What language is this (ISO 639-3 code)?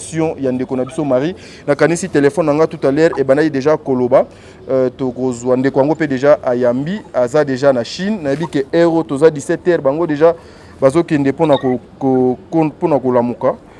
lin